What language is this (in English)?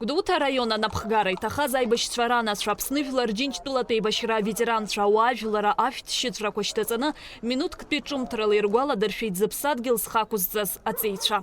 Abkhazian